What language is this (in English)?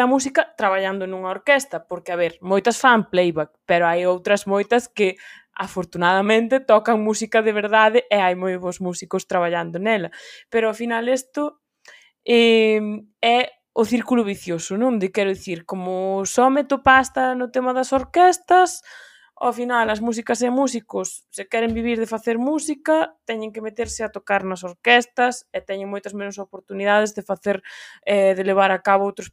Galician